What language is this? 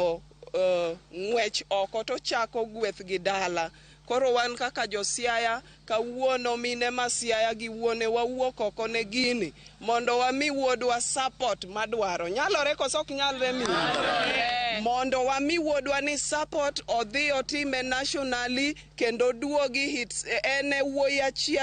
Luo (Kenya and Tanzania)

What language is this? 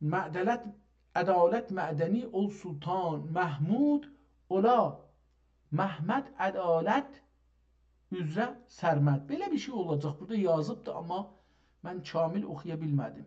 South Azerbaijani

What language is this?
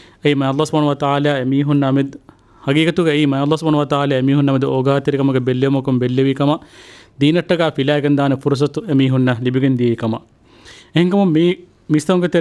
Divehi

